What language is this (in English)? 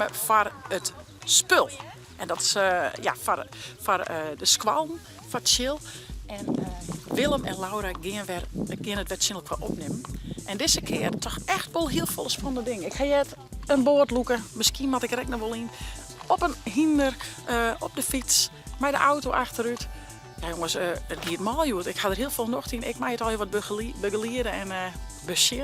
Western Frisian